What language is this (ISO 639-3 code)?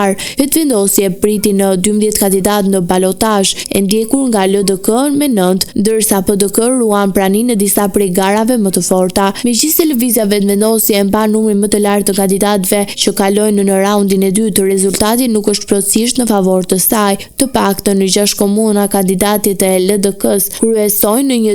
sqi